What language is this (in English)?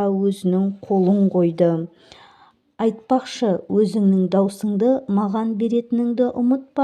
Kazakh